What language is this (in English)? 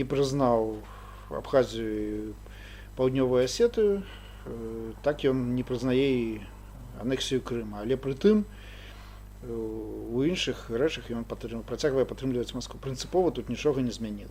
Belarusian